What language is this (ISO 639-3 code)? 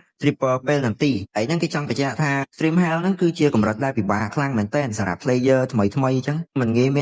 khm